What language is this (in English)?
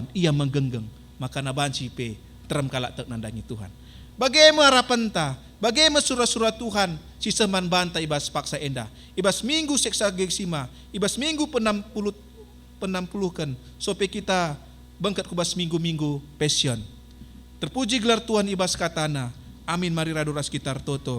Batak Karo